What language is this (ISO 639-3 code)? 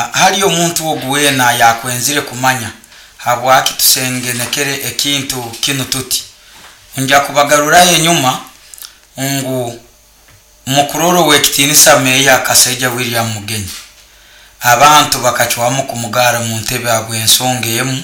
nyo